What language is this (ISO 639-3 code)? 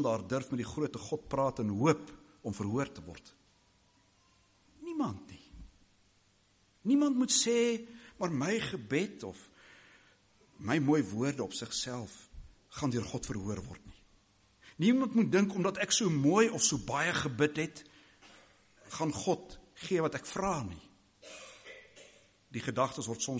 afr